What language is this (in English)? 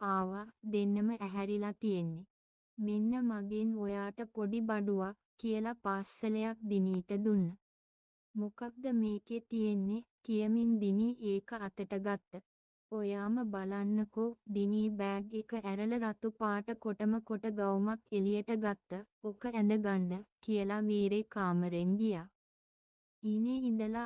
Sinhala